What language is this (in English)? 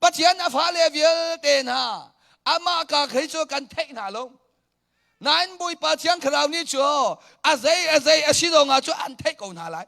Hakha Chin